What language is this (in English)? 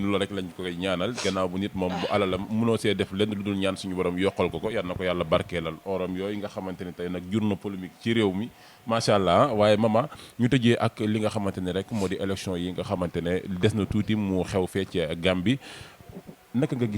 Wolof